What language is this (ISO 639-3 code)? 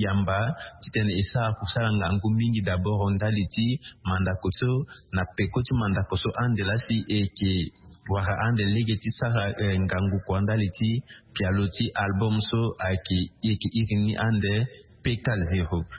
sag